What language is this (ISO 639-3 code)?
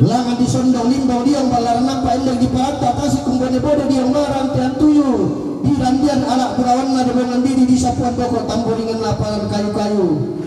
sda